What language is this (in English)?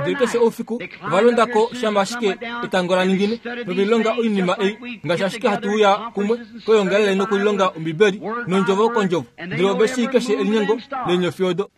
Kuanyama